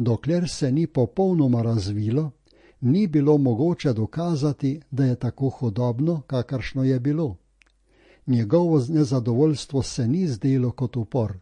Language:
Slovenian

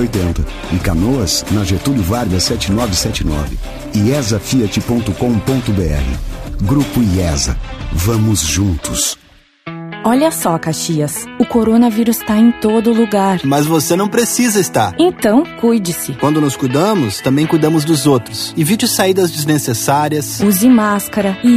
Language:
Portuguese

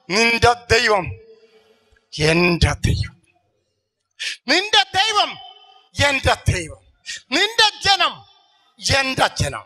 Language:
Malayalam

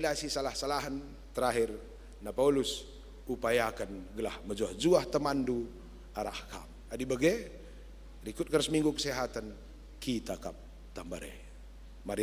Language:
Batak Karo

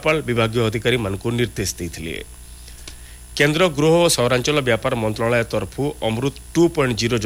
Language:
Odia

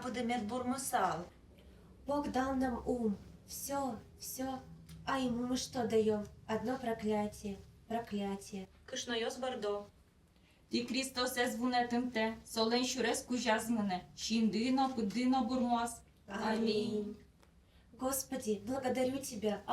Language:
Udmurt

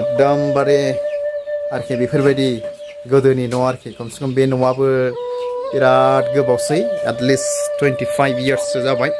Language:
Bodo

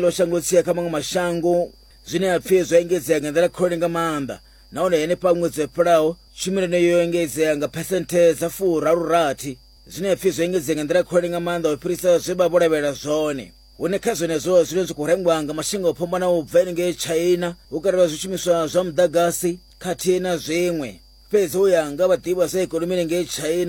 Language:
Venda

